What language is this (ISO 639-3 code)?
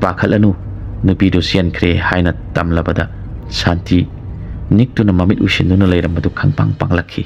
mni